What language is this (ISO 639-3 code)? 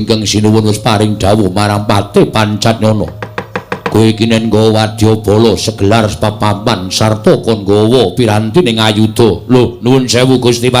jav